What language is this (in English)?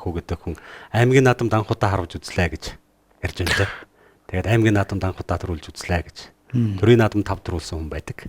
Mongolian